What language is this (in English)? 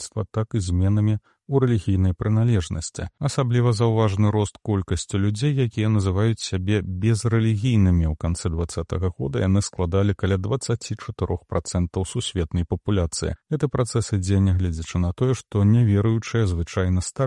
Belarusian